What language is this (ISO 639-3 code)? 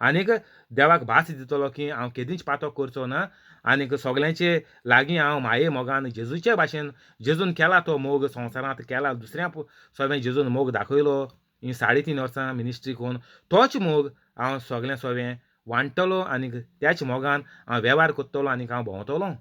kok